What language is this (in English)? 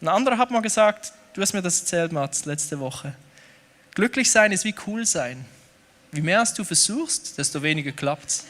Swiss German